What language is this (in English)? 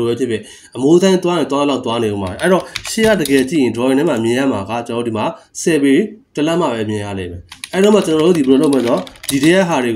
Burmese